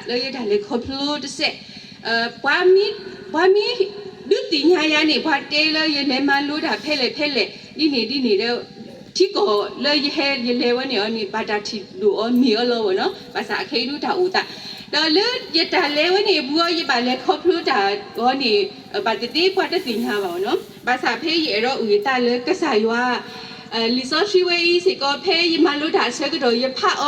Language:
S'gaw Karen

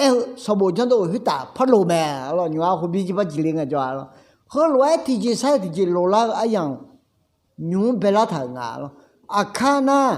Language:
Akha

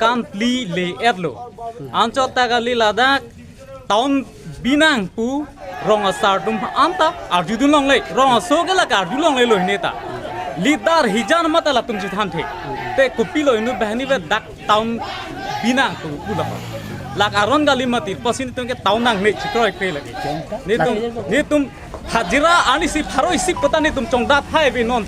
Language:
Karbi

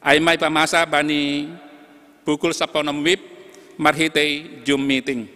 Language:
Batak Simalungun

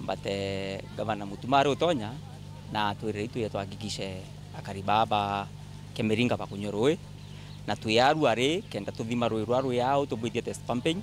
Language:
Meru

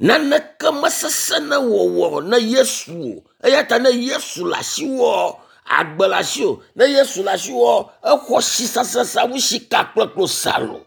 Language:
Ewe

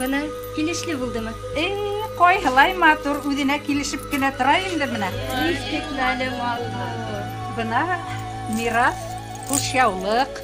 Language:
Bashkir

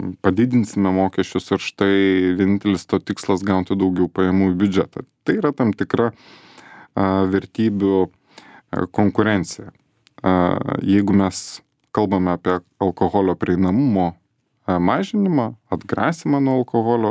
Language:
Lithuanian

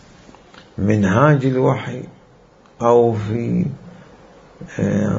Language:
Arabic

